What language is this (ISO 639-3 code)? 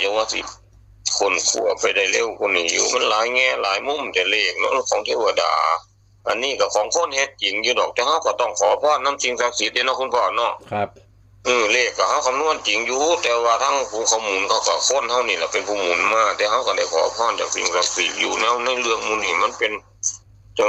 tts